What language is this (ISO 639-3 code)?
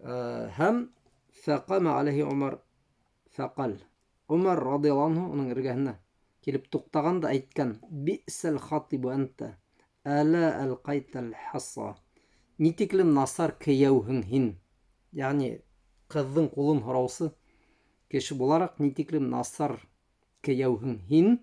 bak